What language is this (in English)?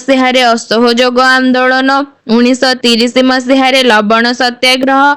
Odia